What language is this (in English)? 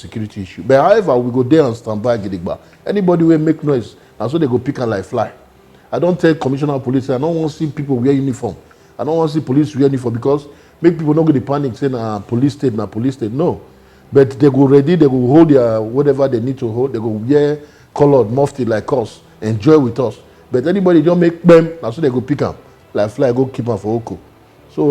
Nigerian Pidgin